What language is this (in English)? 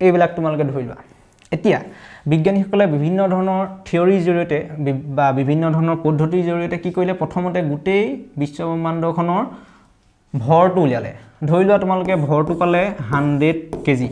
Assamese